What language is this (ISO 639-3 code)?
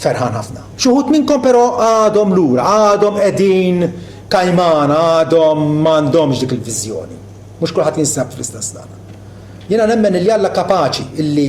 mlt